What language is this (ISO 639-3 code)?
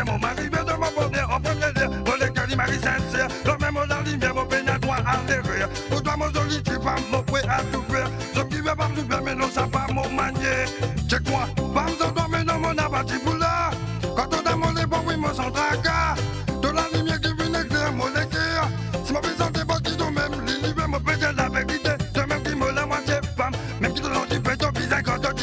mfe